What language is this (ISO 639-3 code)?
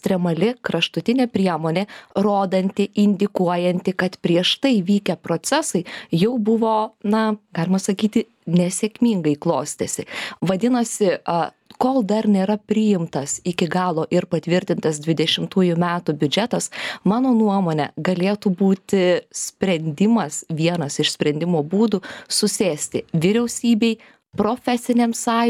lit